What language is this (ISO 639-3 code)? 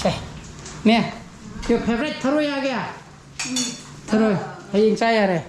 mni